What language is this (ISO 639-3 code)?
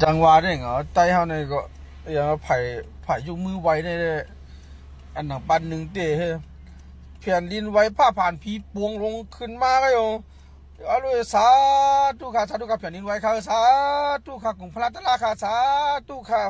shn